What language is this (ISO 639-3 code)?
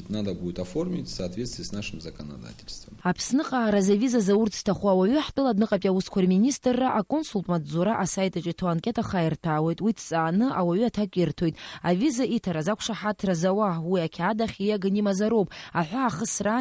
abk